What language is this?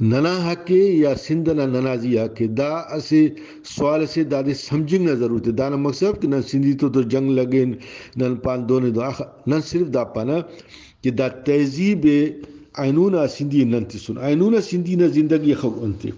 Brahui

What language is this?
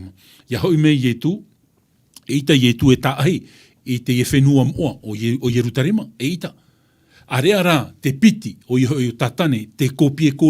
Tahitian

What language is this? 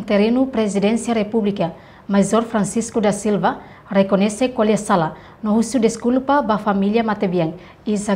Tetum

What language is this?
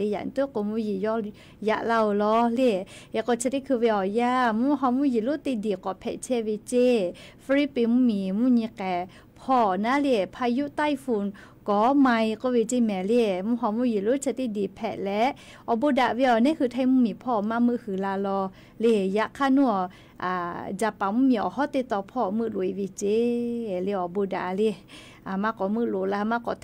Lahu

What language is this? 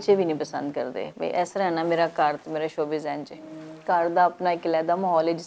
Western Panjabi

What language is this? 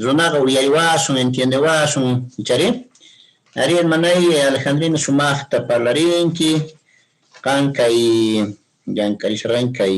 Quechua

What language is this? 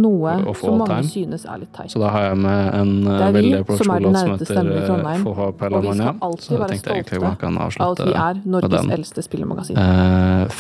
Norwegian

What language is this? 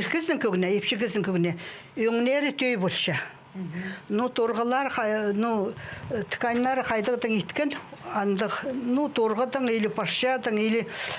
Khakas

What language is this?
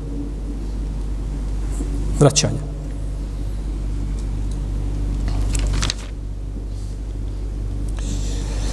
Bosnian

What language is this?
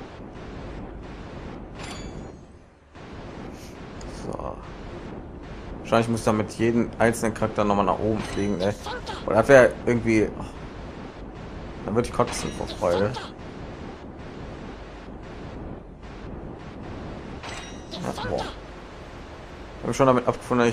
German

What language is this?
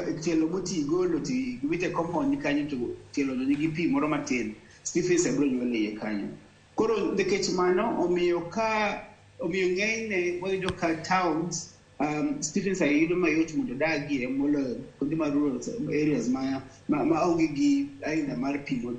Luo (Kenya and Tanzania)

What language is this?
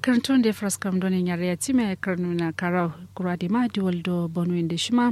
Kanuri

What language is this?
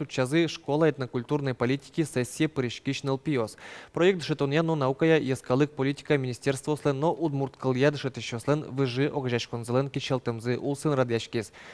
Udmurt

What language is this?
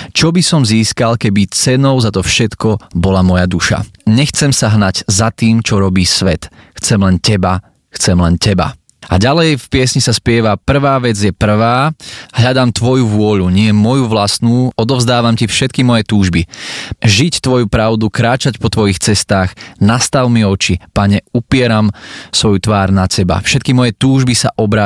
Slovak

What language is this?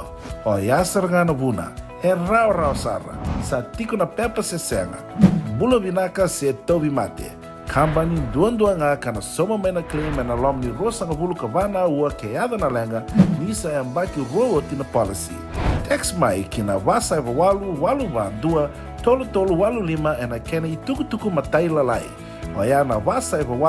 Fijian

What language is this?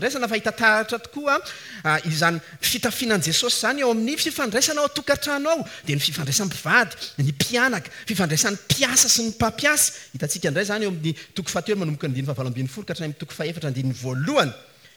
Malagasy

